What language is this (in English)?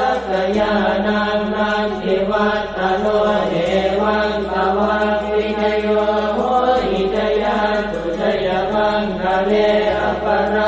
Pali